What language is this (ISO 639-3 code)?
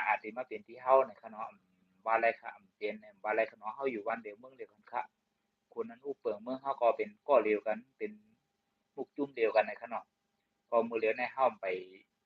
shn